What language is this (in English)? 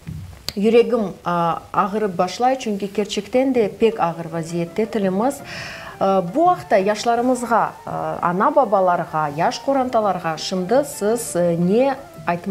Crimean Tatar